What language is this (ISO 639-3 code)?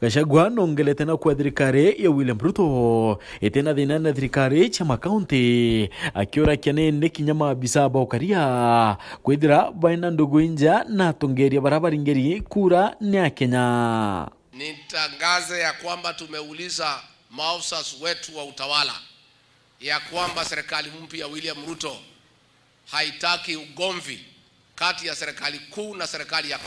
mer